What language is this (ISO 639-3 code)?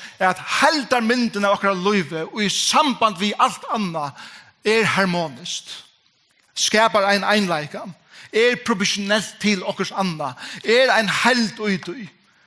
fao